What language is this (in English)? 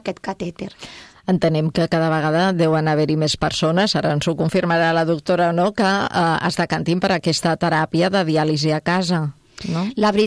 Catalan